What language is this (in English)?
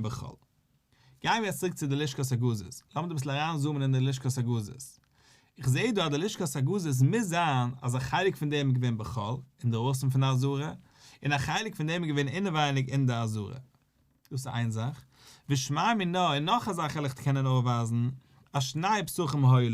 Yiddish